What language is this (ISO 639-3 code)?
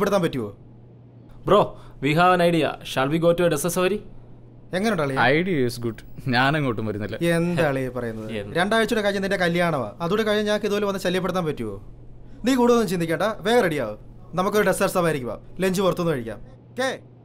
mal